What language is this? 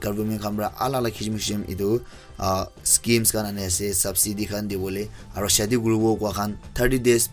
Naga Pidgin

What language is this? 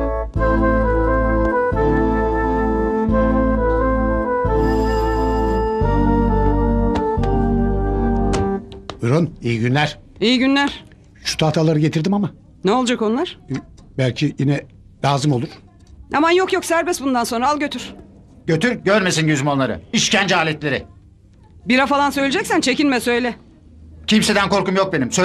Turkish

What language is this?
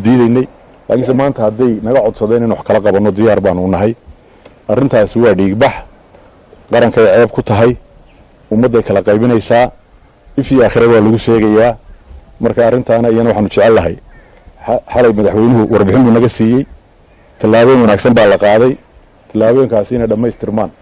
Somali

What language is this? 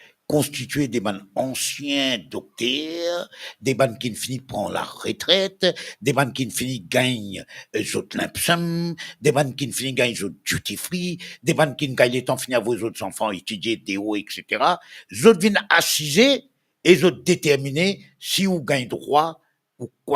Morisyen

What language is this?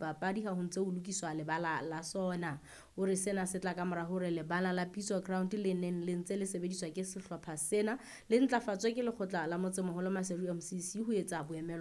Southern Sotho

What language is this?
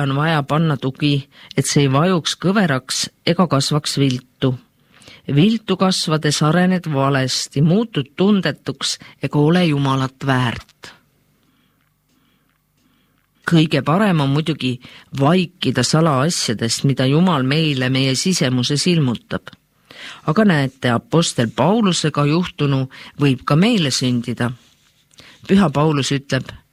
Estonian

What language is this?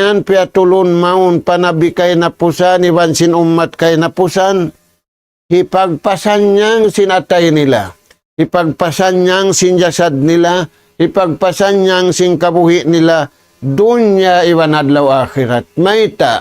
Tausug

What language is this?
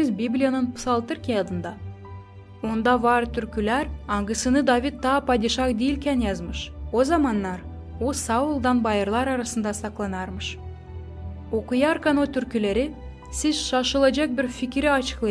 Gagauz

